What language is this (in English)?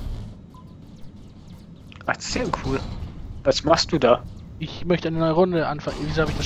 German